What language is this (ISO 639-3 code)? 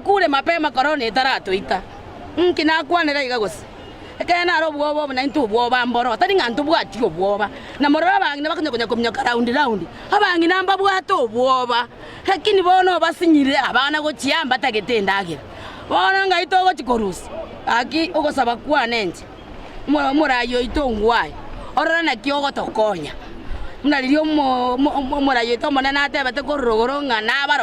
guz